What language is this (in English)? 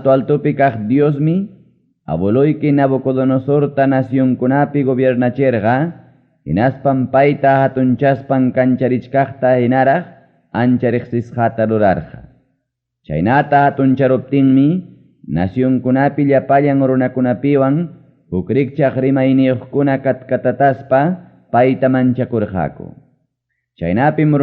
Ayacucho Quechua